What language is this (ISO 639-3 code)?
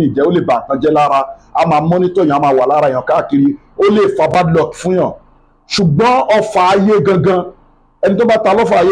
yor